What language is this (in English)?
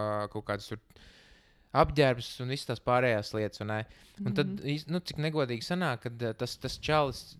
Latvian